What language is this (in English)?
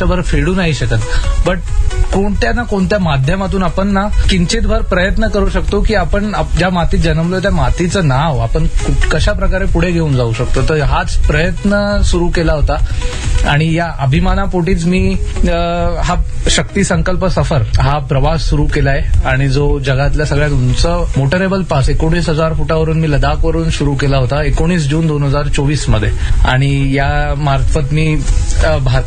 Marathi